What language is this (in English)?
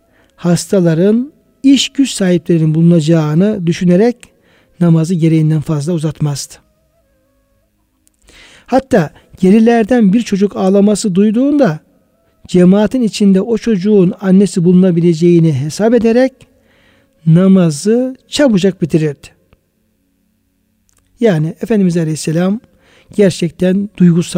Turkish